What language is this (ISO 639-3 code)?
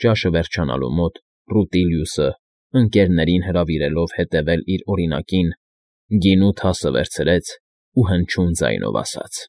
hye